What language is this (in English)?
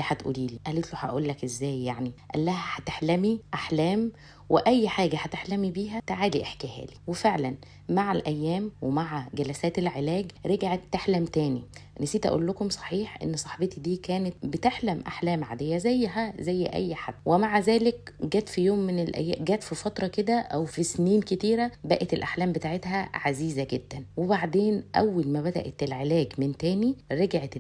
Egyptian Arabic